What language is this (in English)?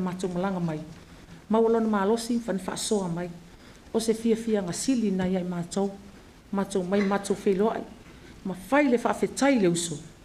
Samoan